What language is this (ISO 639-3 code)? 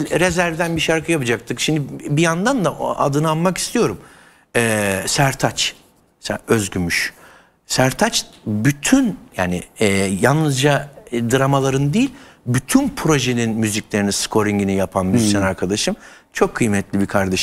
tur